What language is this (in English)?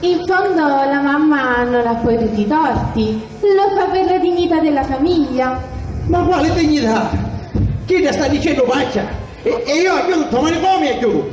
Sicilian